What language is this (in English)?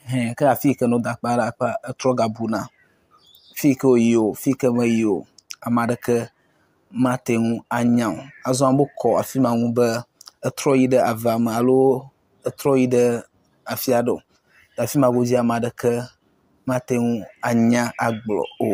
Ewe